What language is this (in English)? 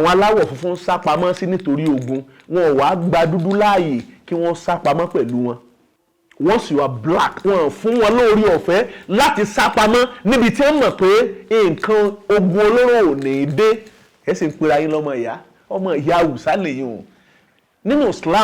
Yoruba